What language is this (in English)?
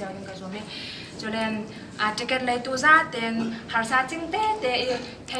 Falam Chin